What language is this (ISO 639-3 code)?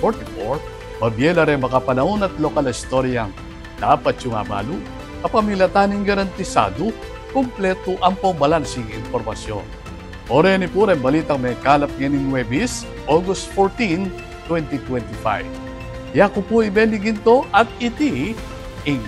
pam